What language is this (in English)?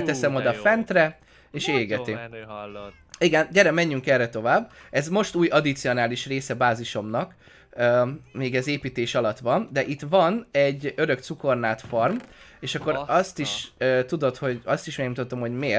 Hungarian